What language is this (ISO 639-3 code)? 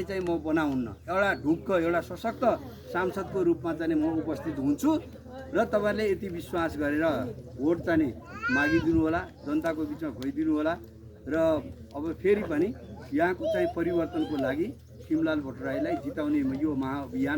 nep